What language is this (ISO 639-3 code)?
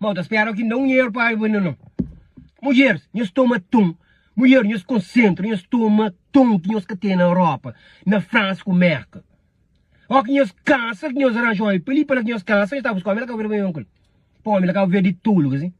kea